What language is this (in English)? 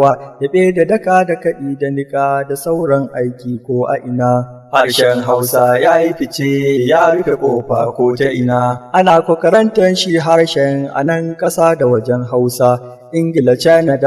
Hausa